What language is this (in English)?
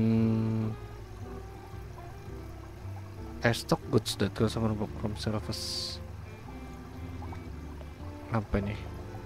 Indonesian